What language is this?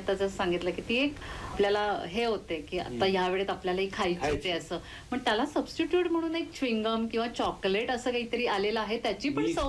Marathi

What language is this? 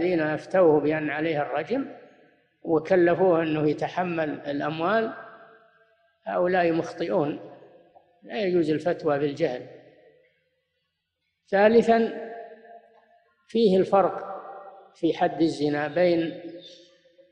Arabic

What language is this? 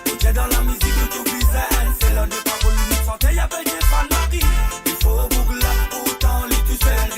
Morisyen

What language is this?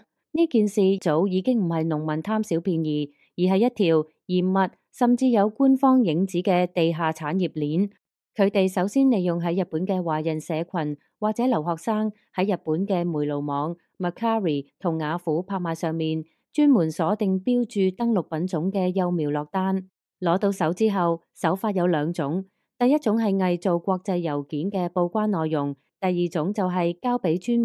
Cantonese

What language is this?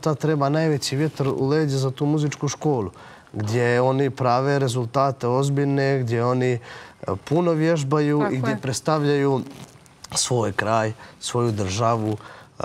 Bosnian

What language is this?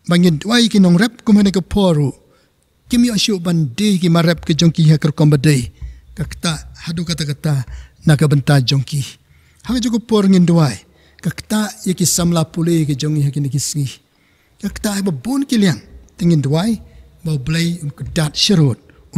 Khasi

